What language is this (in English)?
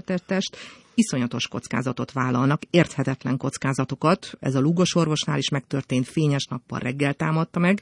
Hungarian